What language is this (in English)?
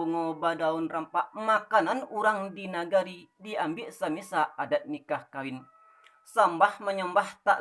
Minangkabau